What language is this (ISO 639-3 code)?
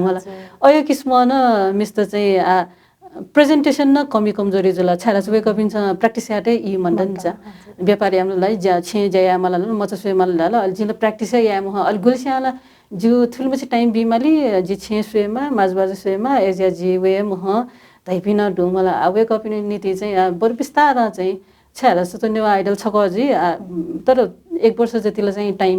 new